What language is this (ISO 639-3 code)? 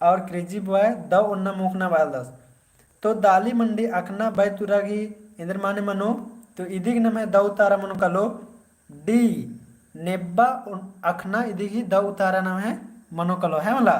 kru